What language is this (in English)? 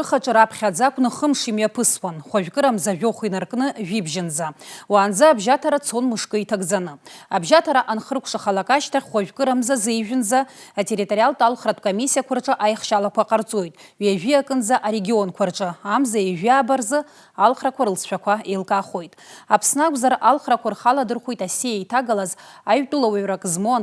Abkhazian